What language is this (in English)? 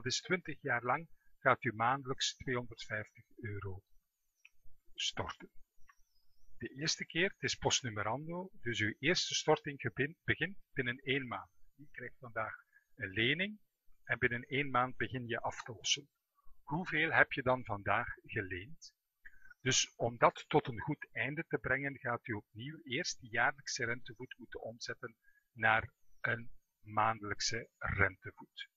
Dutch